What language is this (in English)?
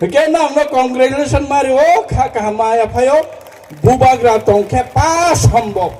Riang (India)